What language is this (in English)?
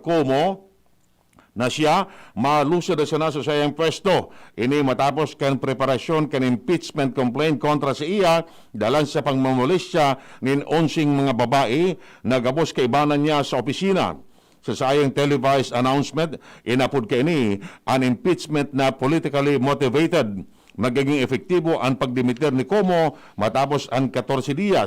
Bikol